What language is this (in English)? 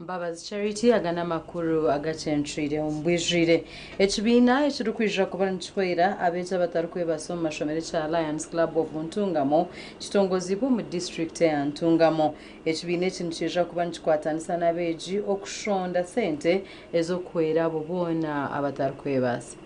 Nyankole